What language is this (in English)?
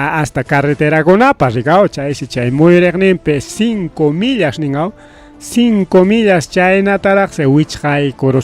Ayacucho Quechua